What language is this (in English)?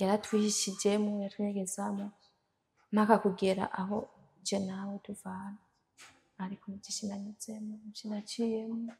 Rundi